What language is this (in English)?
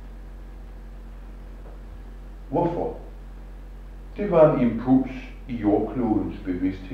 Danish